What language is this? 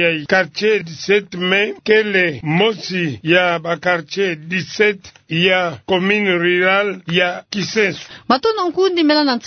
Kituba (Democratic Republic of Congo)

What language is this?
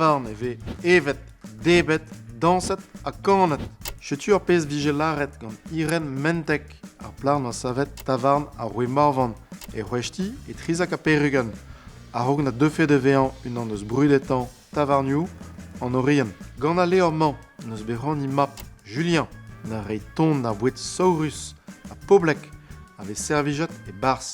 Breton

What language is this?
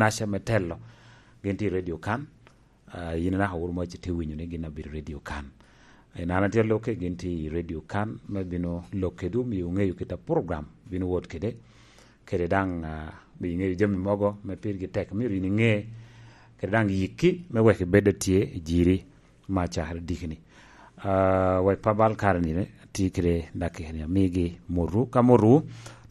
Lango (Uganda)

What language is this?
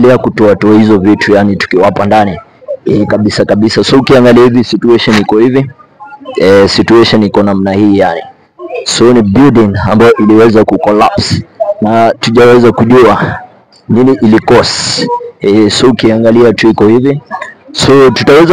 Swahili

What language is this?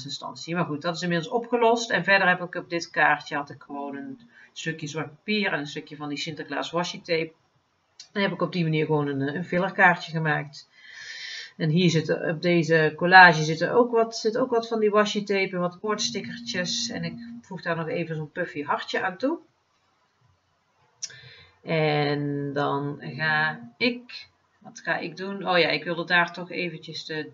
Dutch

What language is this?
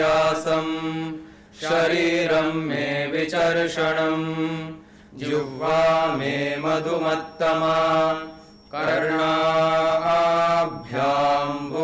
Sanskrit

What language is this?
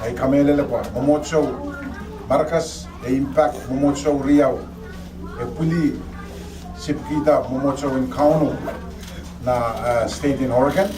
Pohnpeian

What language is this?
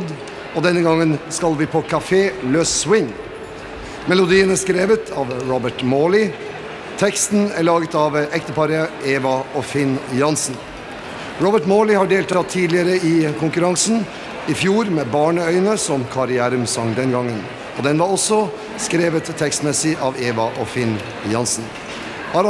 Norwegian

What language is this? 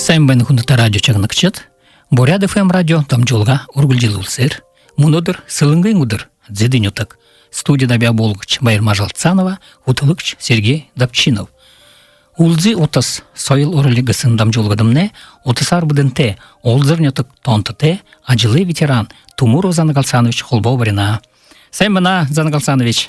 Buriat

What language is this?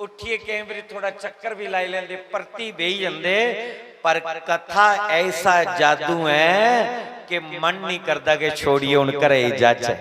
Dogri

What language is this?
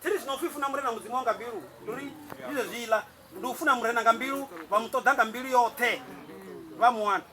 Venda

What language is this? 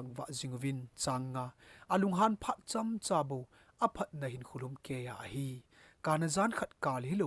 Thado Chin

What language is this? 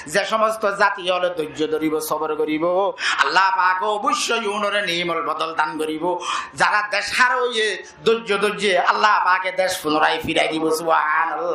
Rohingya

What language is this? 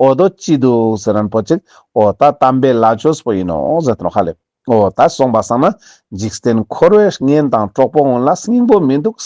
Ladakhi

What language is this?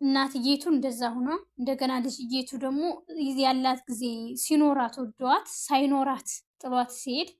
Amharic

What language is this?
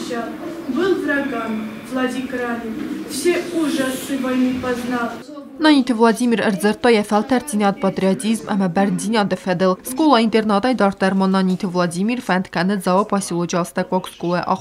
Ossetic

